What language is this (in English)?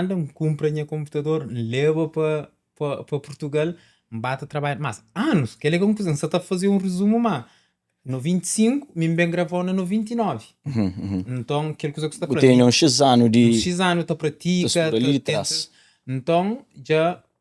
Kabuverdianu